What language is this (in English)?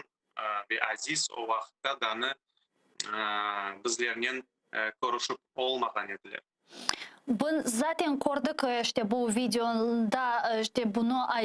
Crimean Tatar